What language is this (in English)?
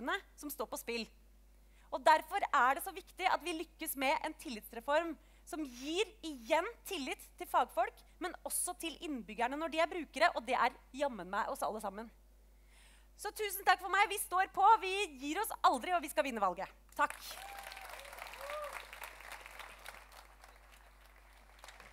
Norwegian